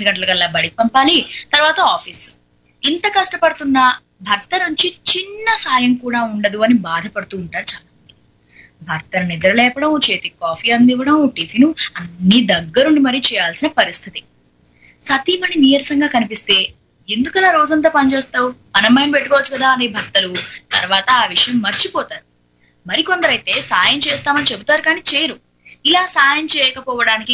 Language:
Telugu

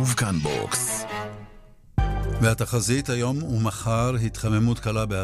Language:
Hebrew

